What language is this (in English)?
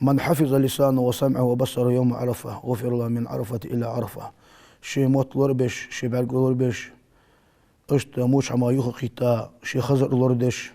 Ingush